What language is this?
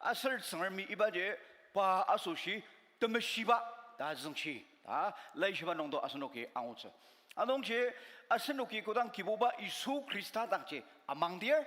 Ao Naga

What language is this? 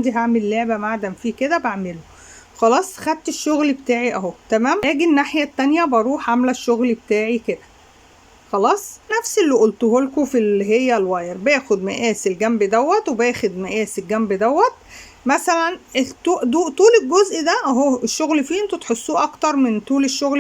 Egyptian Arabic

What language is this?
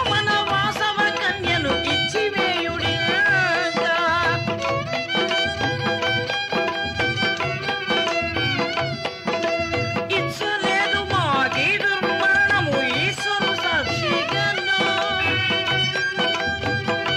Telugu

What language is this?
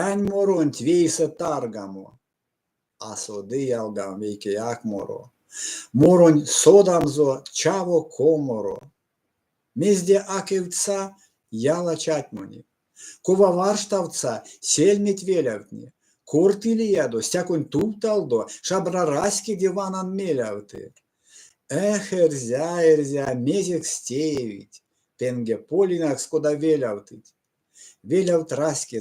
Erzya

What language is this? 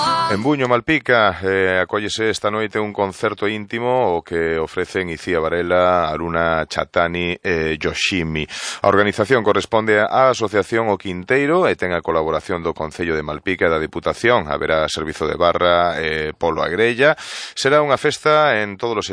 Galician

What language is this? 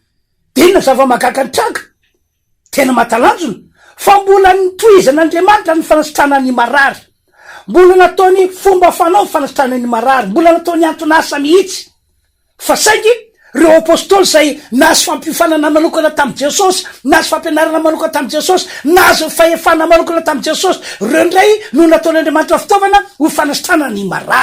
Malagasy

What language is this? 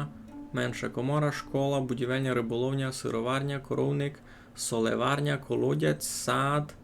Rusyn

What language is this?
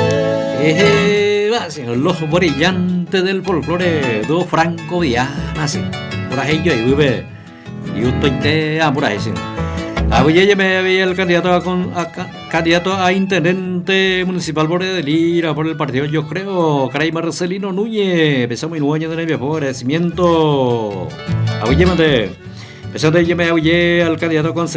Guarani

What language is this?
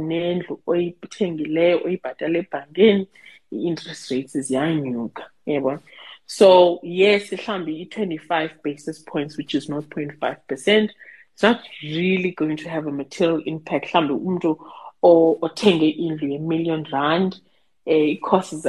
Xhosa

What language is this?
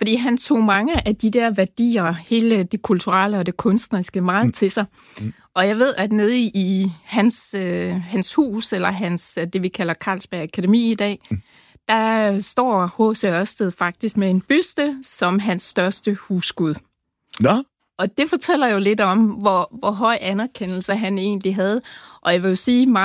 Danish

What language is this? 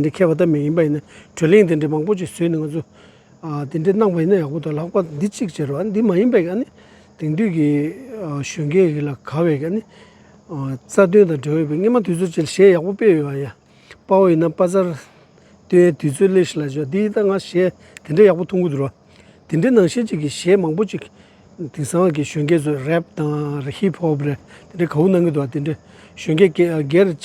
Tibetan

